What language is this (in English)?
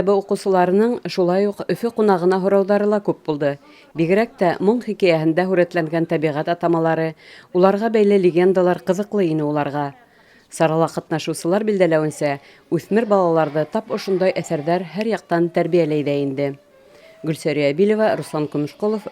Bashkir